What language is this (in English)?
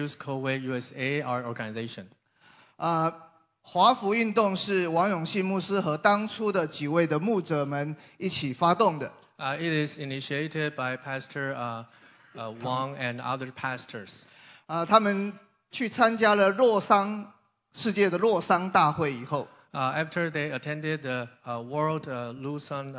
Chinese